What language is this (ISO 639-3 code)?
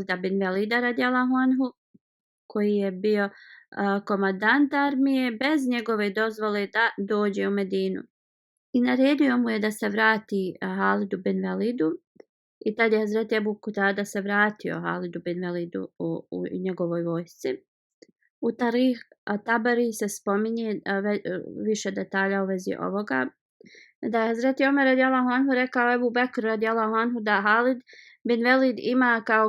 bos